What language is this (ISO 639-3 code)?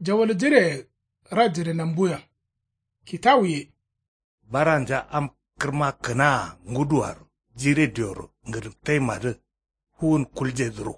kau